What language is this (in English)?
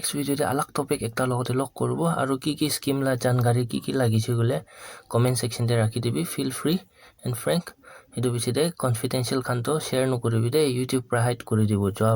Naga Pidgin